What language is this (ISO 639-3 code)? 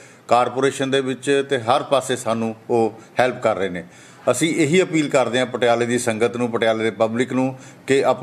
pan